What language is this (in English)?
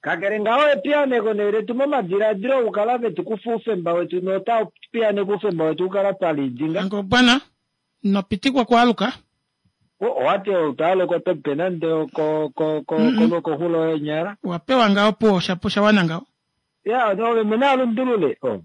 Kuanyama